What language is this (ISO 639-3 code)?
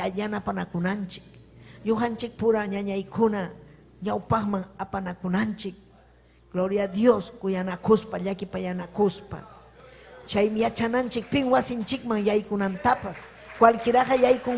quy